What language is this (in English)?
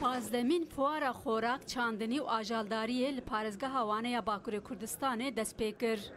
Kurdish